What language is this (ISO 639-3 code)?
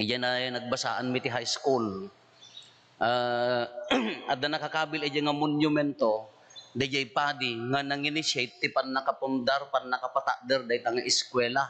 ilo